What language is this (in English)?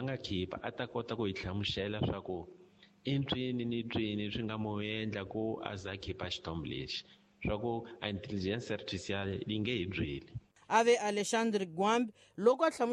Tsonga